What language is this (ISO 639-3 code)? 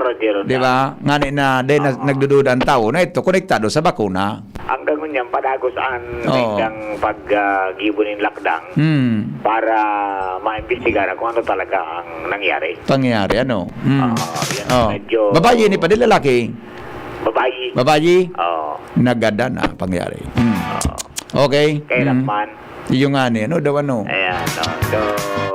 bik